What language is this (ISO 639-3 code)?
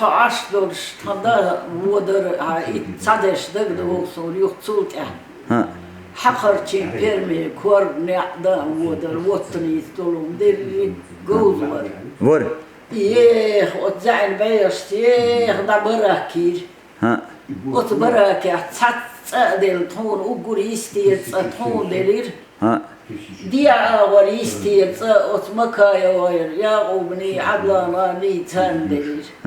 che